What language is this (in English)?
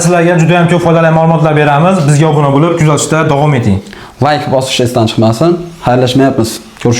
Uzbek